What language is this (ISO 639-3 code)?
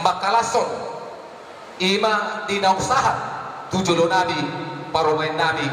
bbc